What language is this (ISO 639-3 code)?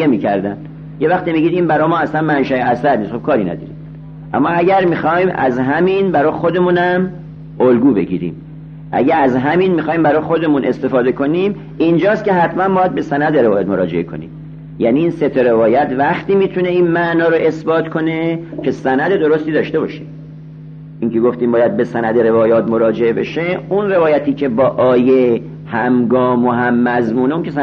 fas